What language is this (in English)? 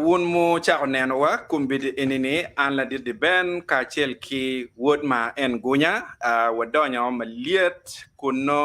Acoli